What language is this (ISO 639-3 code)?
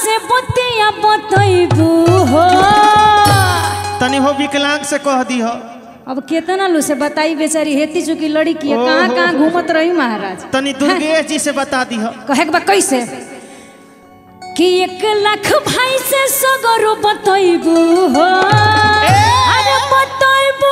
bho